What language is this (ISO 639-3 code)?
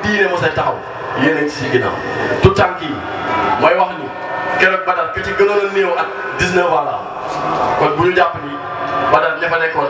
wol